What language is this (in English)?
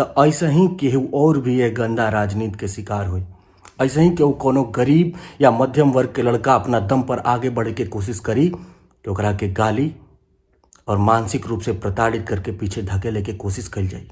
Bhojpuri